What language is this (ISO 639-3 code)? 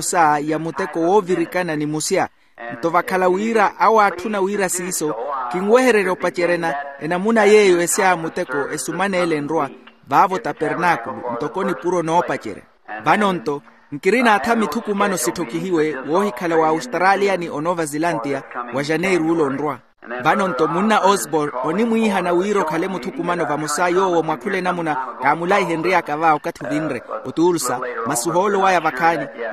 vmw